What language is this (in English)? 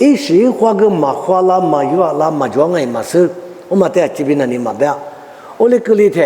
Lisu